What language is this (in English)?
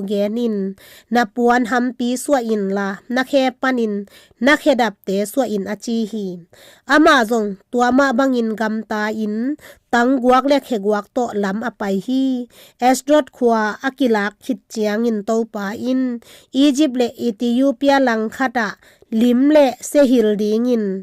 Tedim Chin